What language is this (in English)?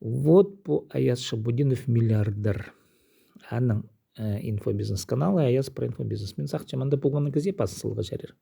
Khakas